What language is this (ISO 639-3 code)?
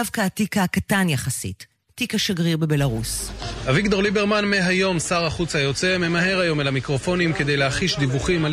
heb